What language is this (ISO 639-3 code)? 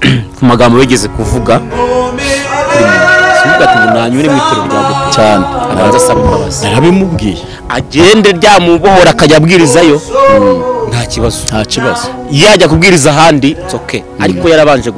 kin